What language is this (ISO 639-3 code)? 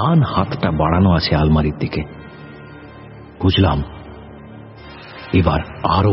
ben